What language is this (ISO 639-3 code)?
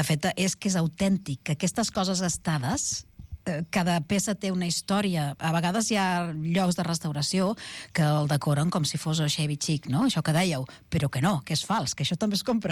cat